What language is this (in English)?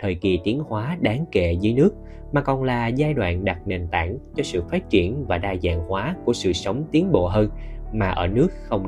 Vietnamese